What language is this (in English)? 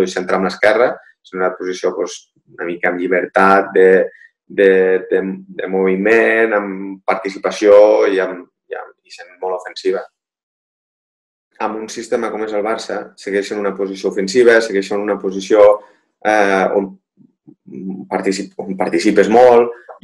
Catalan